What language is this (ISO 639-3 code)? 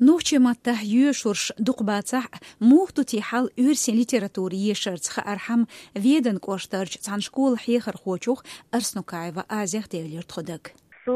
che